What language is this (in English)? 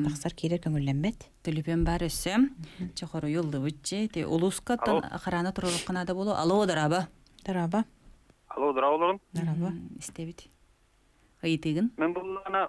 Yakut